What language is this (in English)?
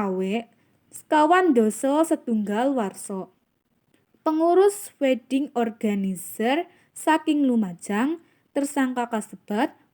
Javanese